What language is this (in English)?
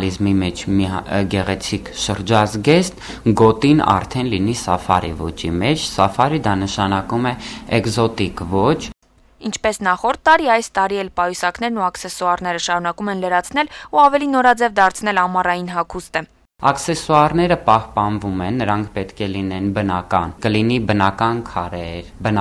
Armenian